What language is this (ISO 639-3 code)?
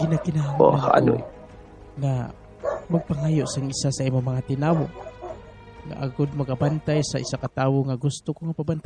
hil